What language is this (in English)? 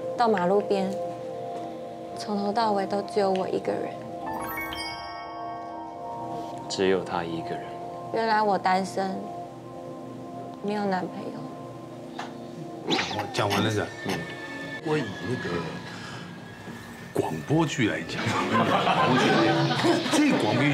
Chinese